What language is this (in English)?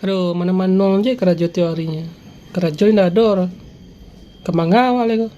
Minangkabau